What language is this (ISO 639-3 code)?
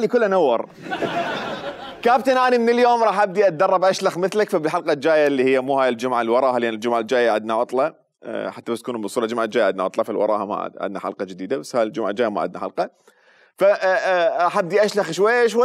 acm